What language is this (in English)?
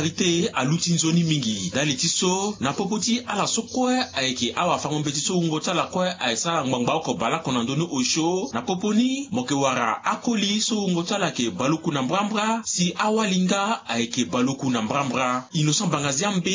Sango